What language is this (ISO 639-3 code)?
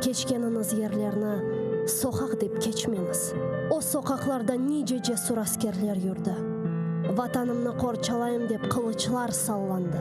crh